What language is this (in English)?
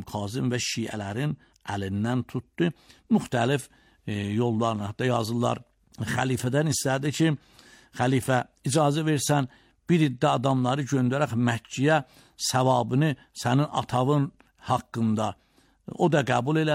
Azerbaijani